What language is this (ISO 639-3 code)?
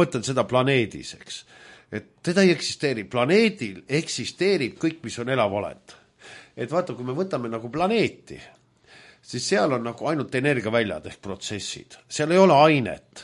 est